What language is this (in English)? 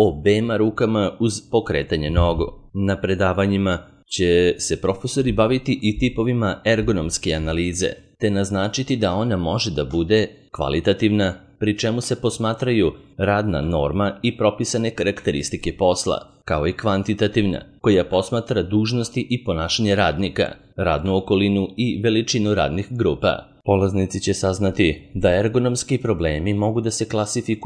Serbian